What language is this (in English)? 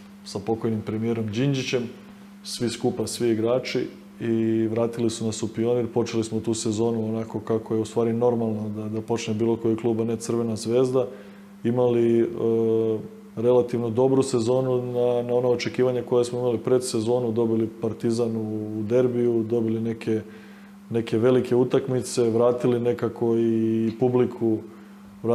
Serbian